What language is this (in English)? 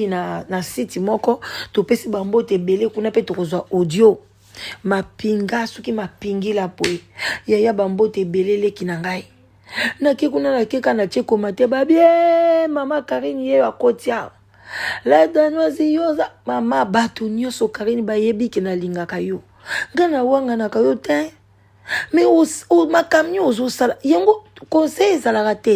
Lingala